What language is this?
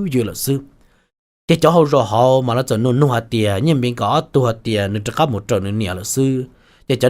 Hmong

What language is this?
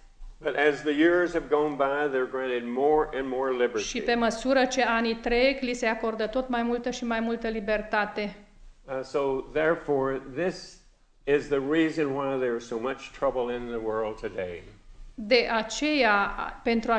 Romanian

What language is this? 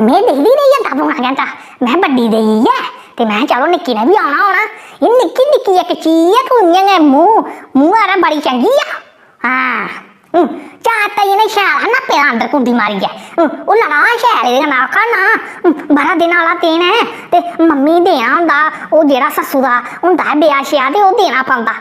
Dogri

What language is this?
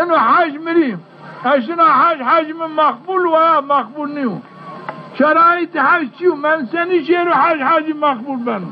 Zaza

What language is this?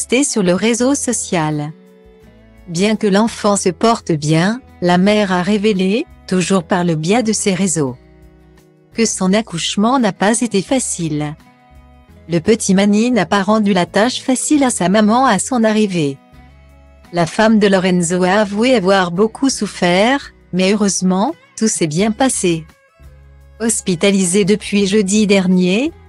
French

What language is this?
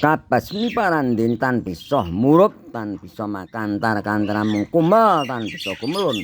Javanese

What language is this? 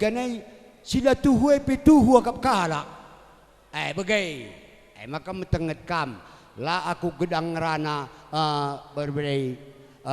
Batak Karo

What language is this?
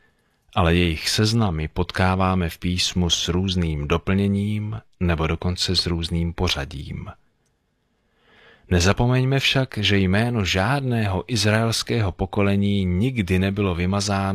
Czech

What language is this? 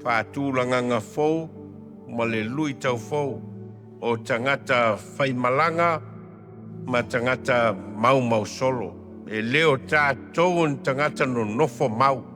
Samoan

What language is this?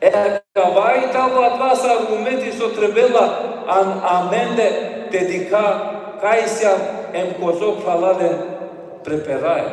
Balkan Romani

